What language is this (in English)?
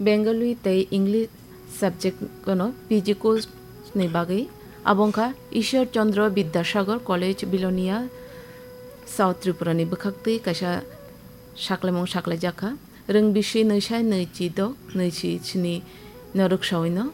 Kok Borok